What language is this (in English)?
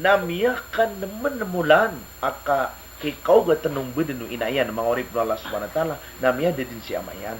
Maranao